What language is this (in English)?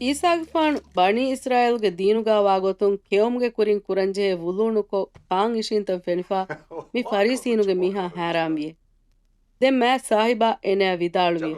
Divehi